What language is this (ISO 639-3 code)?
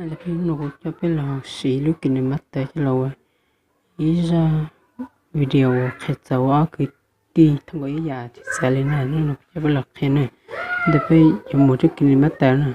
hmn